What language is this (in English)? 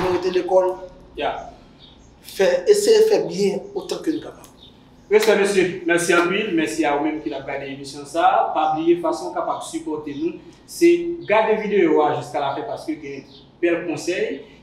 Haitian Creole